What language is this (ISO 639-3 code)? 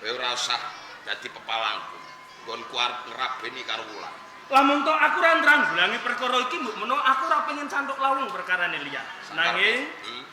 jav